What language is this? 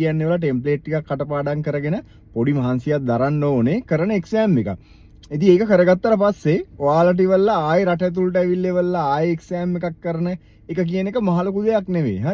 Sinhala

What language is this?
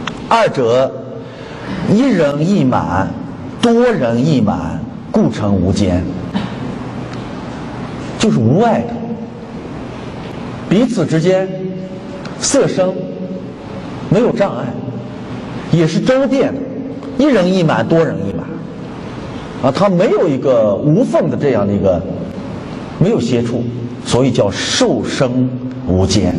Chinese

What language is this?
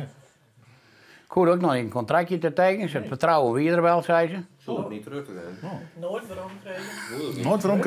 Western Frisian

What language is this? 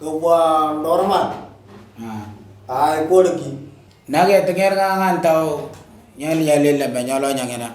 Moro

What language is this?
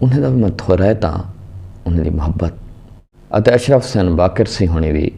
Saraiki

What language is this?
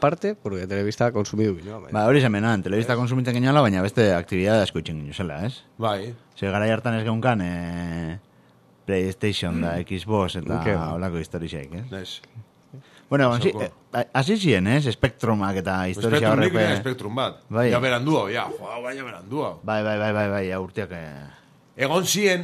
Basque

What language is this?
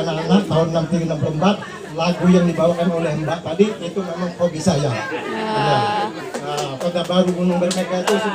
Banjar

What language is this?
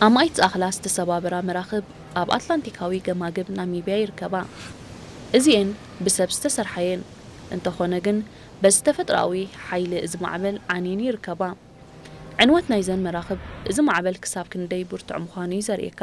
Tigrinya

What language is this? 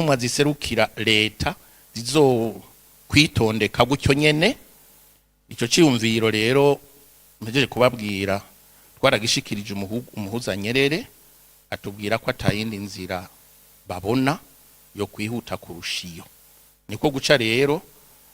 Rundi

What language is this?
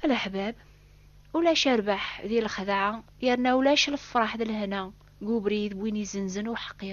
Kabyle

